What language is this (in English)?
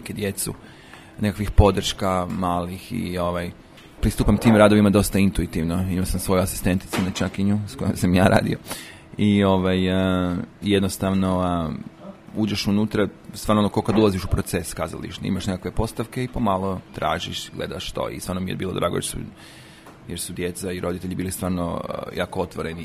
Serbian